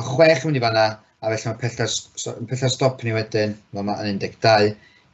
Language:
Welsh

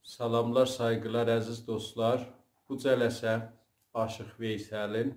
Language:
South Azerbaijani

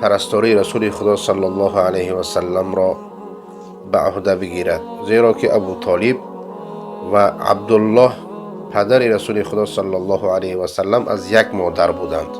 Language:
Persian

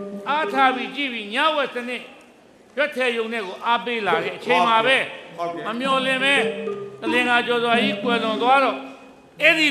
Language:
Burmese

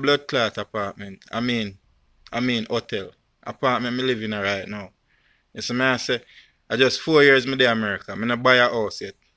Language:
Jamaican Creole English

